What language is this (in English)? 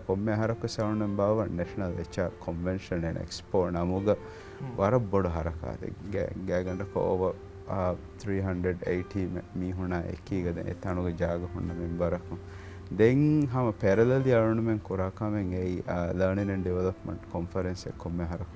Divehi